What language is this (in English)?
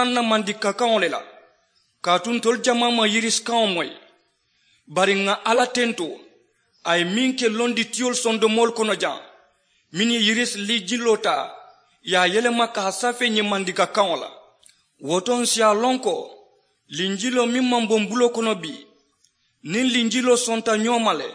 Mandingo